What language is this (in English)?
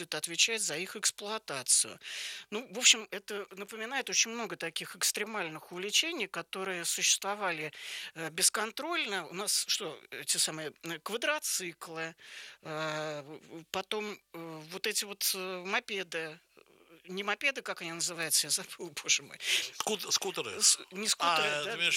Russian